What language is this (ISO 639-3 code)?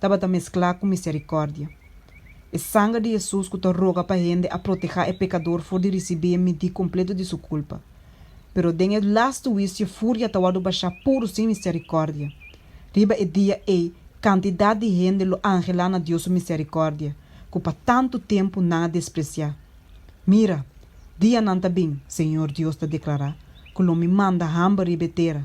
pap